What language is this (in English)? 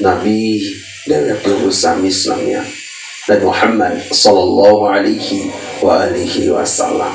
Sasak